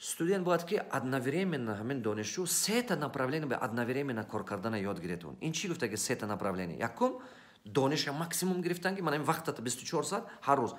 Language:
Tajik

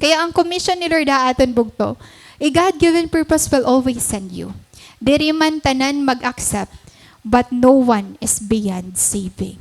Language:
Waray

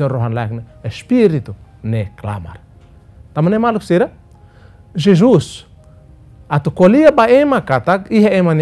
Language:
Tetum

